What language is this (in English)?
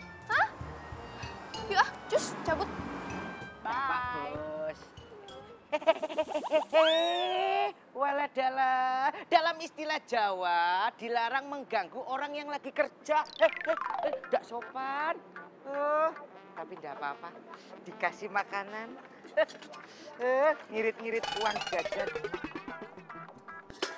Indonesian